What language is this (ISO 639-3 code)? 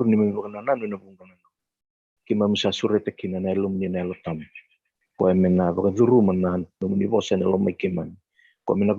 fij